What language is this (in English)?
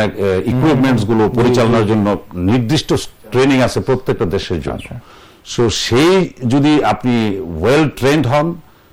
Bangla